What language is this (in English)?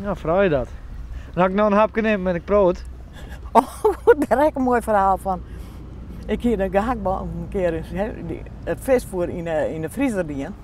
Western Frisian